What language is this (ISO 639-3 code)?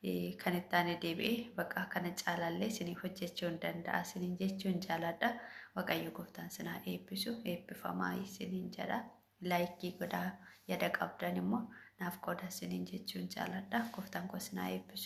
orm